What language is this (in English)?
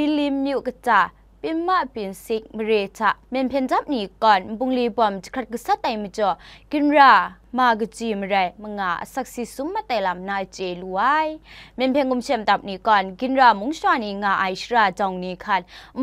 Kachin